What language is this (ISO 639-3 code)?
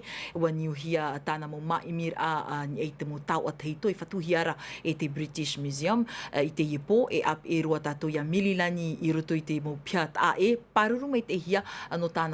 tah